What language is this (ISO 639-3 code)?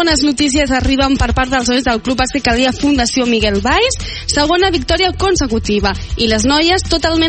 cat